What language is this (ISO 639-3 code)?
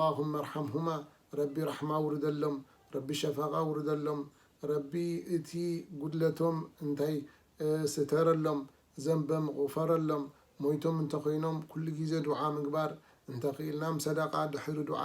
tir